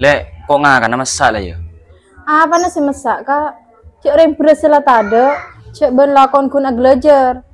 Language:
Madurese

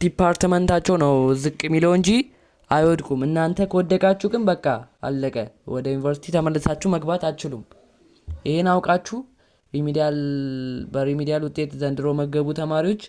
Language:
Amharic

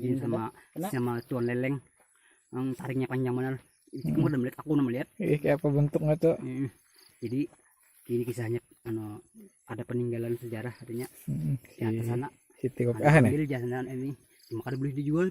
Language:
Banjar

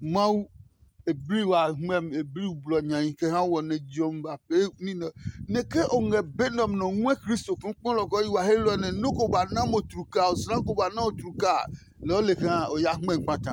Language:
Adangme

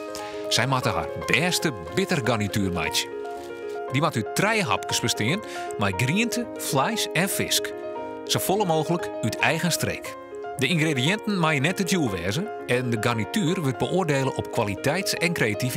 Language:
Western Frisian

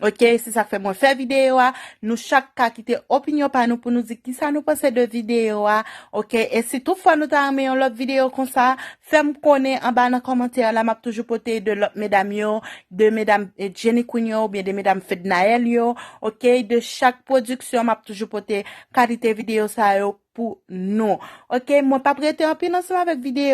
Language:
Haitian Creole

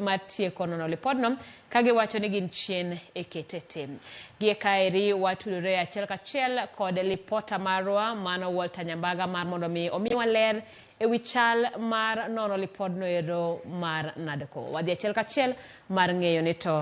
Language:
Luo (Kenya and Tanzania)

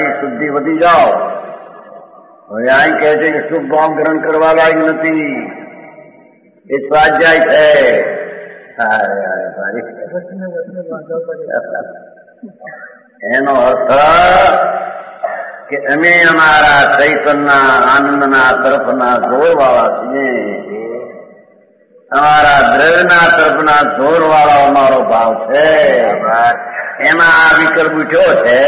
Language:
Gujarati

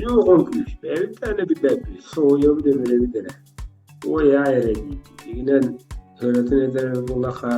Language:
Yakut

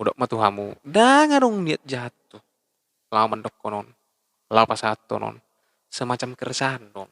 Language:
Batak Toba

